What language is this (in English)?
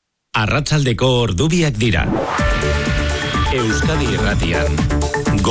Basque